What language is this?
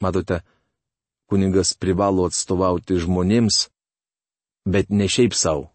Lithuanian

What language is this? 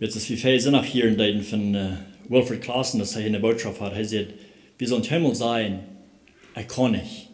Plautdietsch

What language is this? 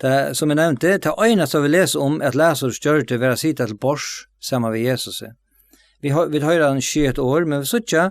Faroese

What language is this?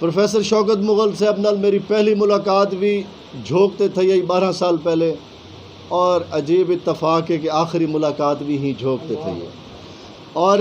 Saraiki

